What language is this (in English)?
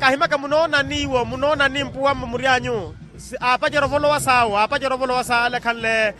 Makhuwa